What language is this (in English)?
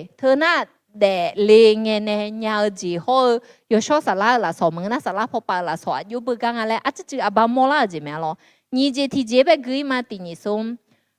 Akha